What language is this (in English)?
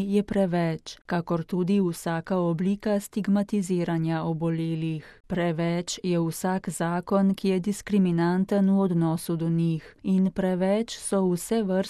Slovenian